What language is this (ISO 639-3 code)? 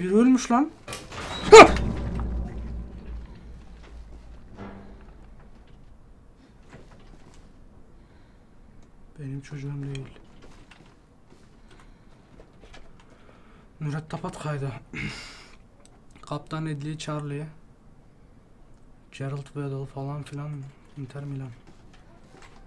tur